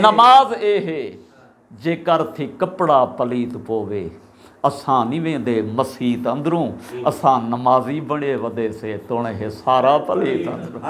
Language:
Saraiki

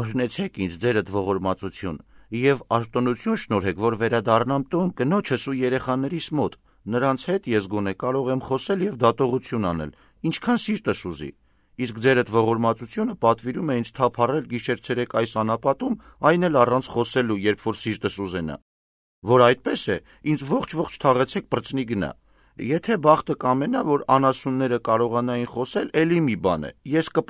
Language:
Armenian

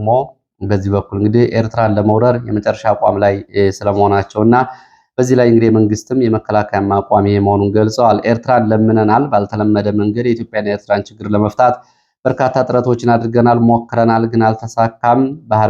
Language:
Amharic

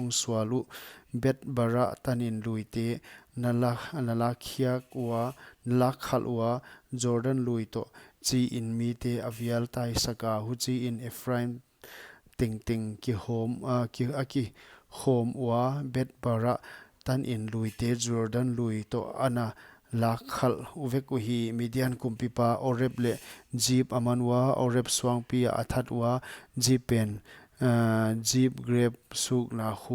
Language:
Paite Chin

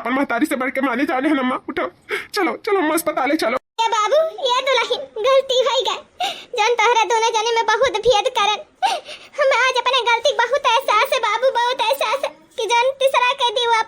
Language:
Awadhi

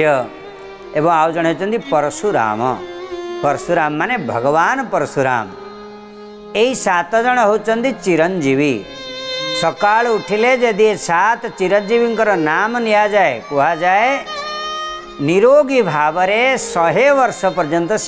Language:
Odia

